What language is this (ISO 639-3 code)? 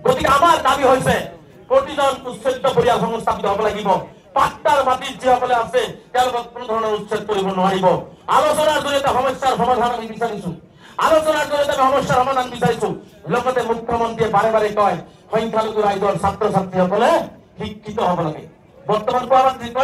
asm